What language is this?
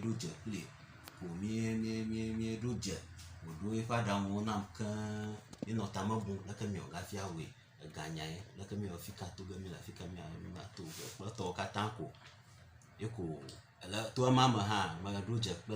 Ewe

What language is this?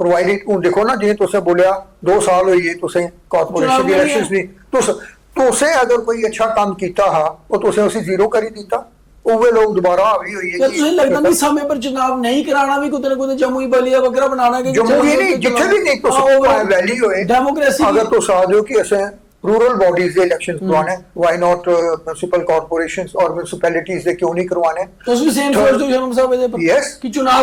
Dogri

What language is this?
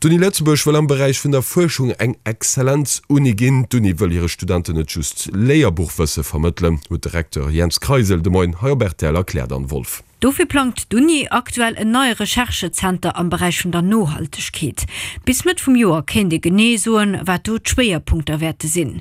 Luxembourgish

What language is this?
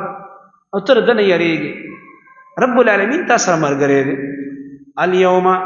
Pashto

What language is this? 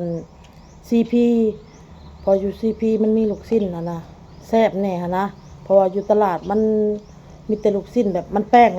Lao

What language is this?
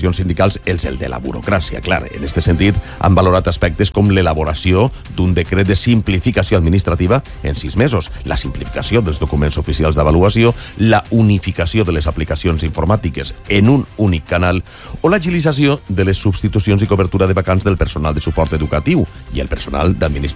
Catalan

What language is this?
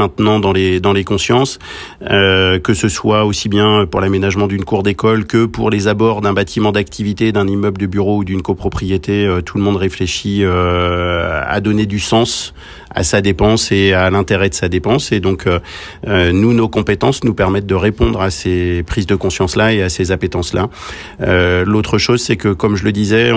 French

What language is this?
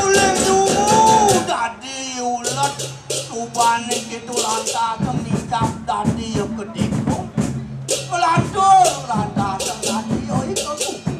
Balinese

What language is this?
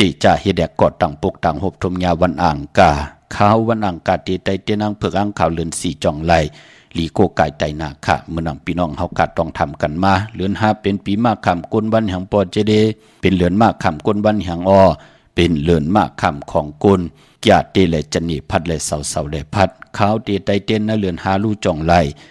Shan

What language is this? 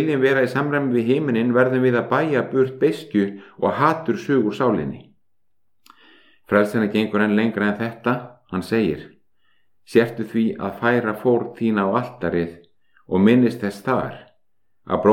Icelandic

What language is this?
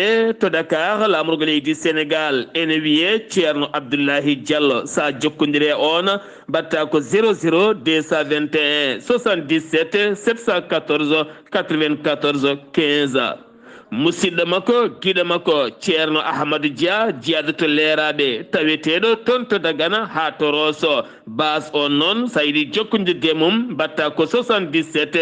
Fula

